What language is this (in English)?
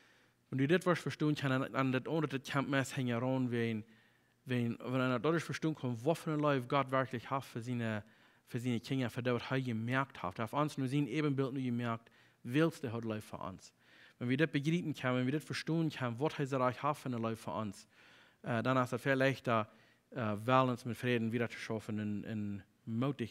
Plautdietsch